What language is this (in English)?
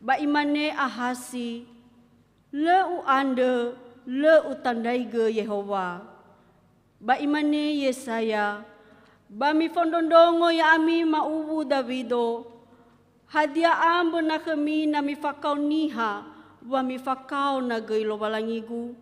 Nias